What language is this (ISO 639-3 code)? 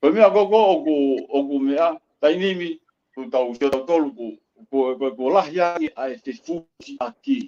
ton